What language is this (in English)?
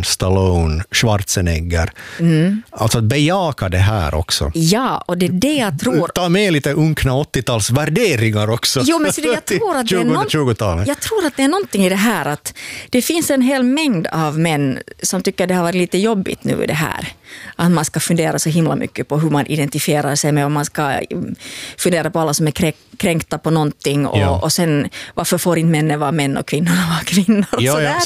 Swedish